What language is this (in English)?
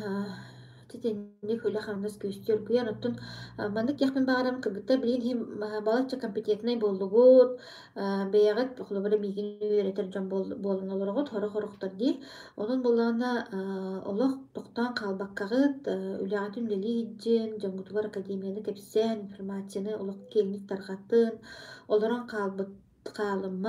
Yakut